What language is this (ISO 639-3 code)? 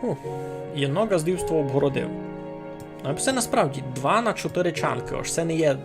rue